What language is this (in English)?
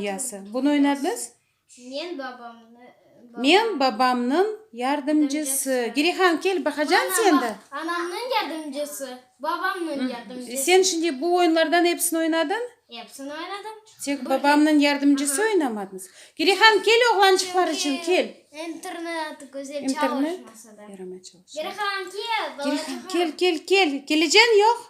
Crimean Tatar